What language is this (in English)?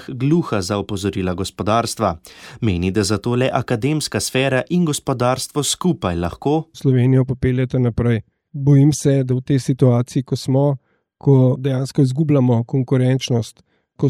Slovenian